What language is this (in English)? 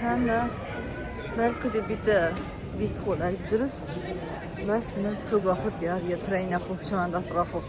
Kurdish